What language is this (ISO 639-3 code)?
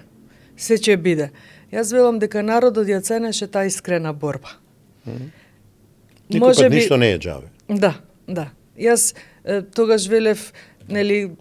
mkd